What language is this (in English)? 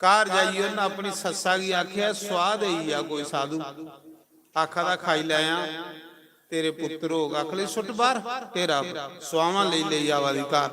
Dogri